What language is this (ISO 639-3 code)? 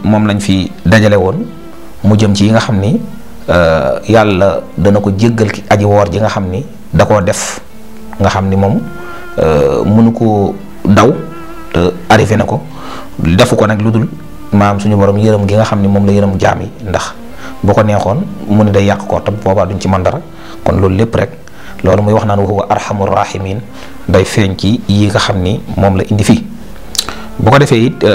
wol